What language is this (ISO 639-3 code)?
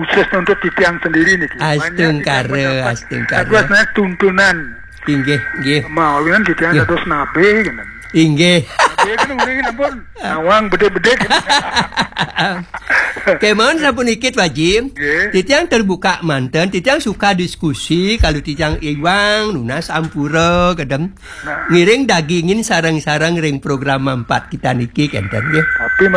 ban